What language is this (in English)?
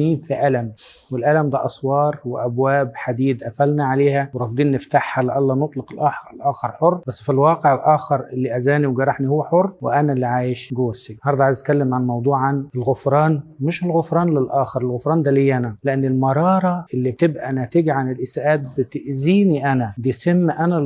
Egyptian Arabic